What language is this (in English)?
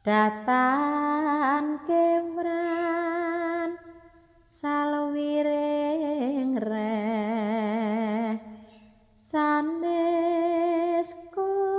Javanese